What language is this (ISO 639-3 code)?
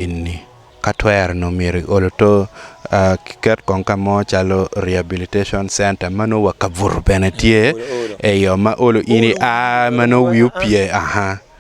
ach